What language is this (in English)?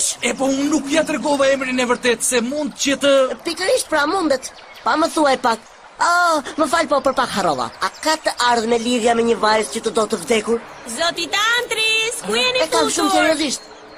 Albanian